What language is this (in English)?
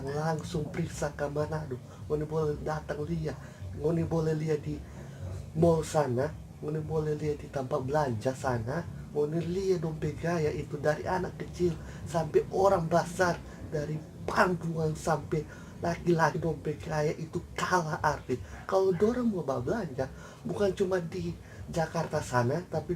Manado Malay